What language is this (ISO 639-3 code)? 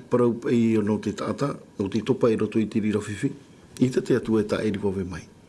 tah